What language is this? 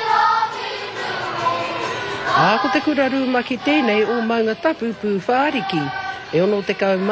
Māori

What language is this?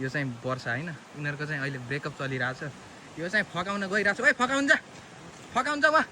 Nepali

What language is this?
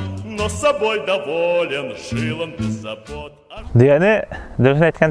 Bashkir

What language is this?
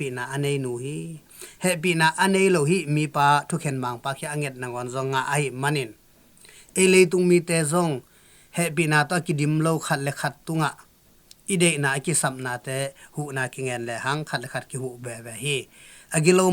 Tedim Chin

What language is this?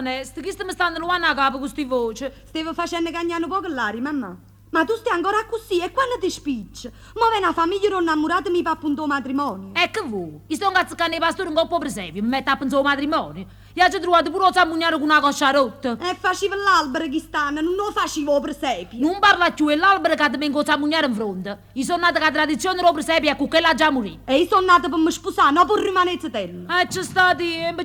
Neapolitan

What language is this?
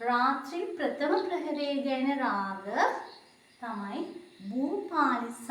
Sinhala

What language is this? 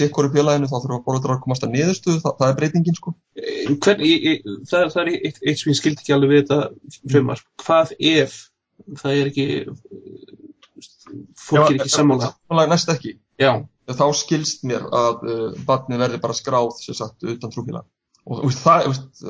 Icelandic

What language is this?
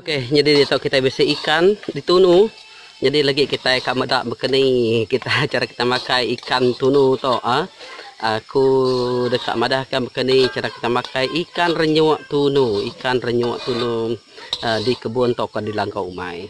Iban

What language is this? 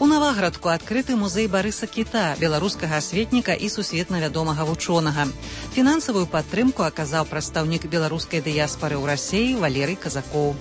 Belarusian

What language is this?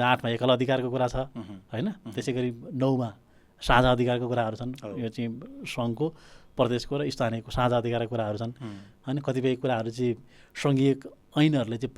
Nepali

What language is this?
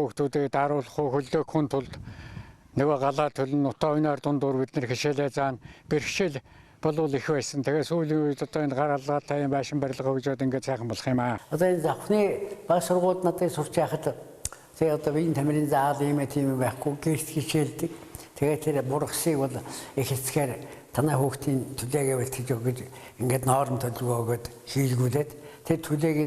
Mongolian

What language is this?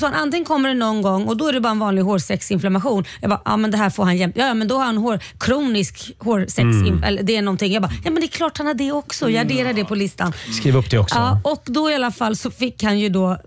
Swedish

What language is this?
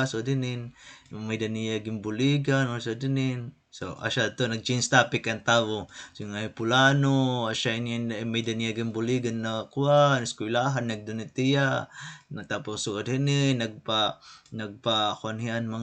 Waray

